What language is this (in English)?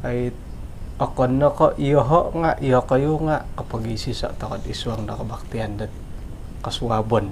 Central Dusun